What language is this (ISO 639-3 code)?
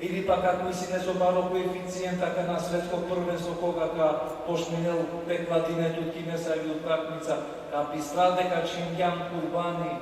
rmn